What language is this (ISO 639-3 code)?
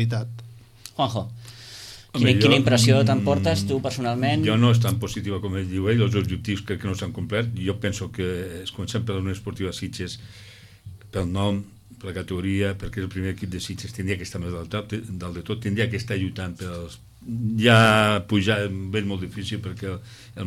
cat